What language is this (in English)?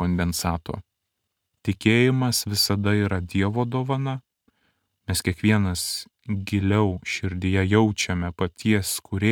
Lithuanian